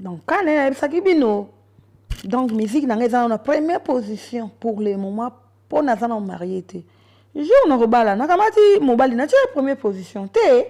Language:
Lingala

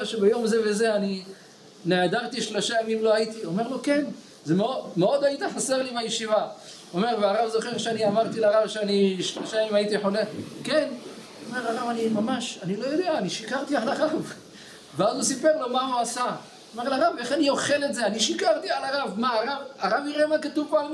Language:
Hebrew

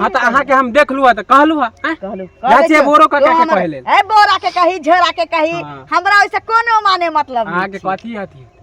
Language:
Maithili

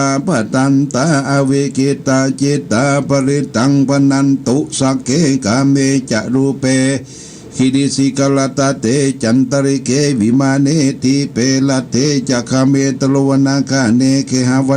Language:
Pali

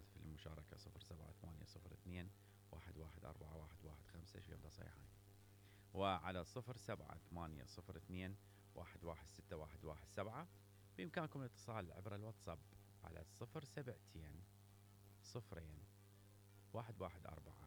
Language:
Mesopotamian Arabic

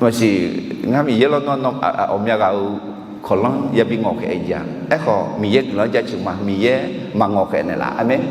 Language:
Akha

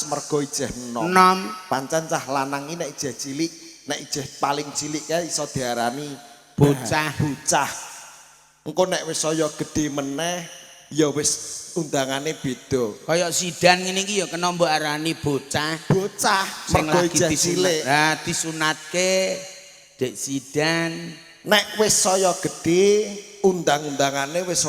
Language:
Javanese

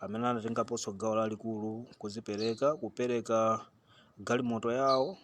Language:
Nyanja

